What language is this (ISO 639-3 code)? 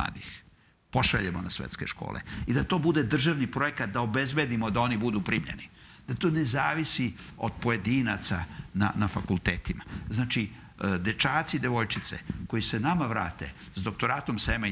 srp